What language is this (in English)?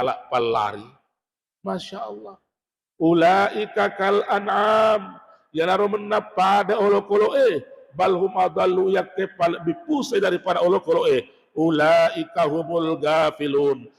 Buginese